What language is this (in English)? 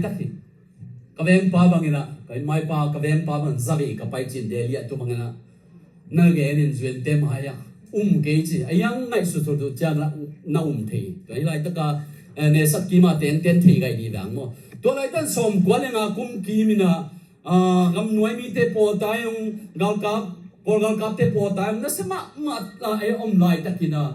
Tedim Chin